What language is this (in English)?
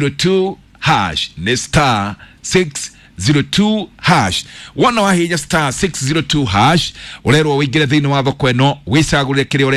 Kikuyu